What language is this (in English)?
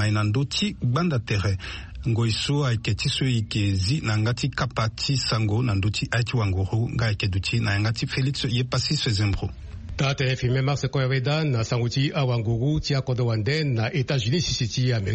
Sango